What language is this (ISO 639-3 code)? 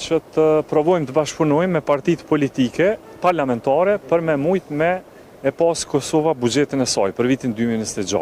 sqi